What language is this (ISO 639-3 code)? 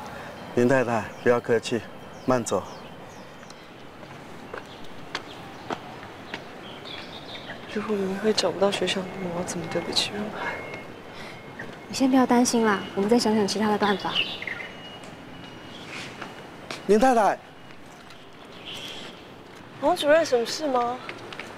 zho